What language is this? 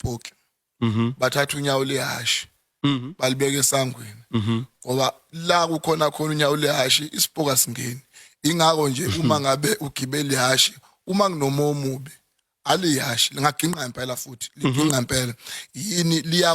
Zulu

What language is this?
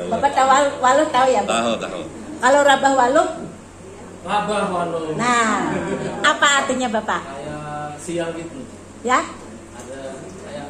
Banjar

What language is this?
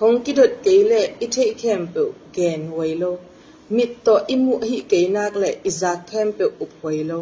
Tedim Chin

